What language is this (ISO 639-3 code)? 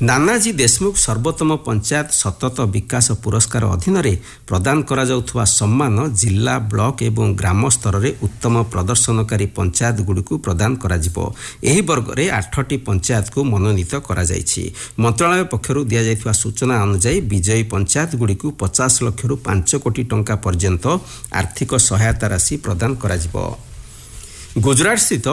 ori